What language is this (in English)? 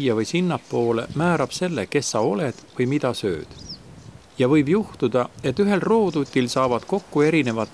Estonian